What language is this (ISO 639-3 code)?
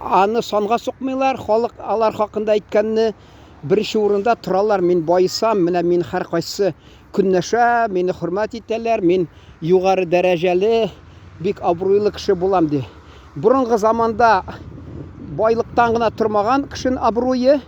tat